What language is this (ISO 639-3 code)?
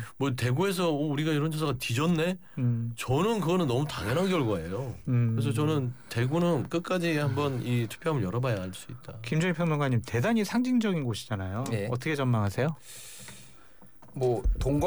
kor